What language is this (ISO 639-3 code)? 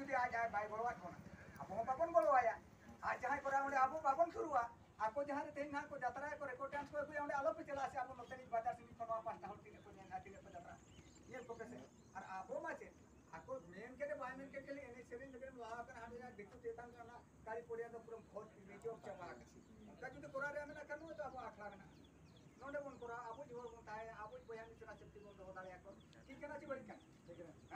sat